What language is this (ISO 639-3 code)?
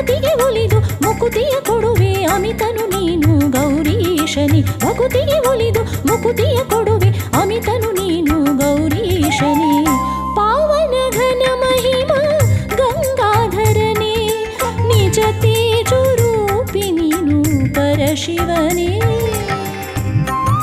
kan